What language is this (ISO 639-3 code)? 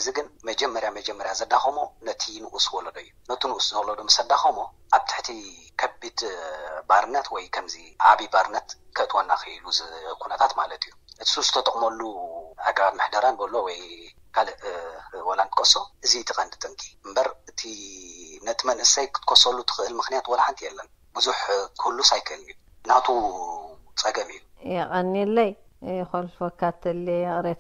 tir